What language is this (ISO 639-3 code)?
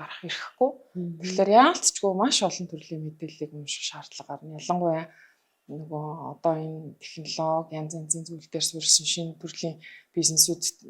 mon